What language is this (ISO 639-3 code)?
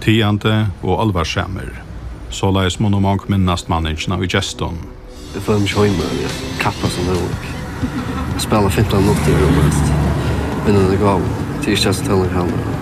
fao